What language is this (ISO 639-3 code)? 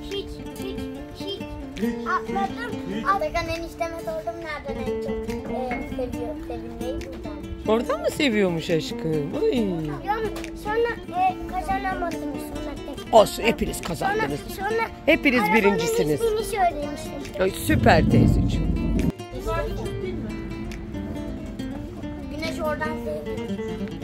tur